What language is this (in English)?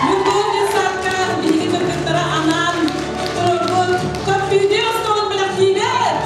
Yakut